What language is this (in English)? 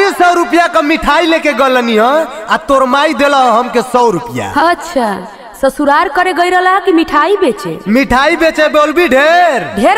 Bhojpuri